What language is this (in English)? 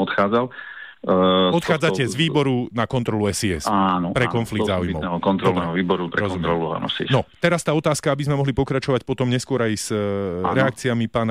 Slovak